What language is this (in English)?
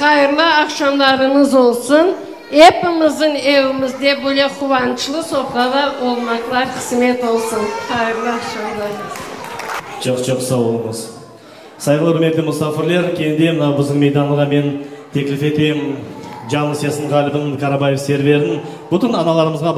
Crimean Tatar